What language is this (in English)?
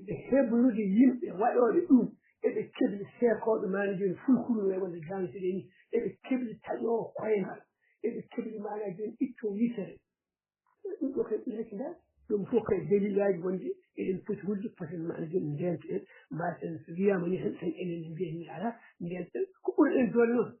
Fula